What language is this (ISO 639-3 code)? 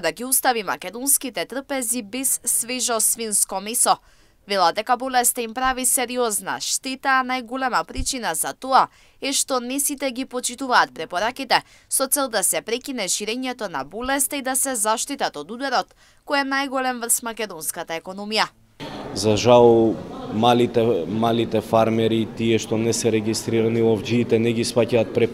mkd